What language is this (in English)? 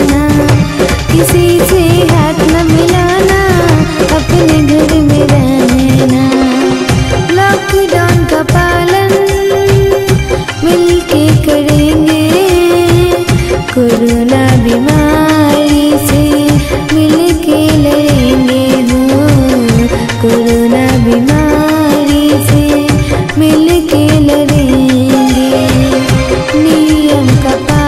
Hindi